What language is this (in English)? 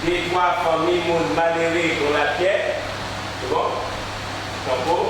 Guadeloupean Creole French